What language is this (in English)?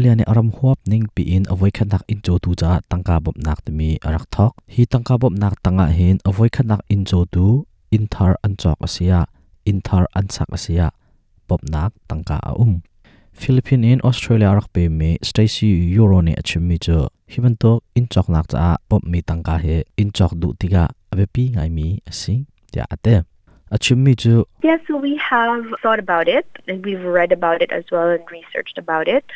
Hakha Chin